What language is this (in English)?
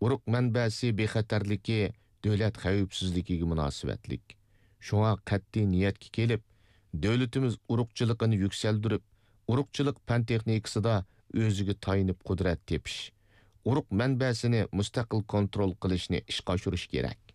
Uyghur